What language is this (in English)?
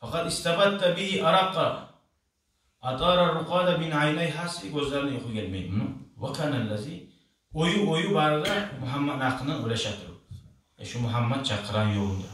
Kumyk